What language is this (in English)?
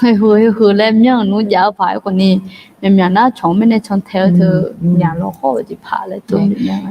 Akha